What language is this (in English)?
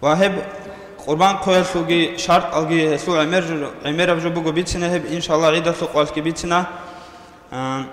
Avaric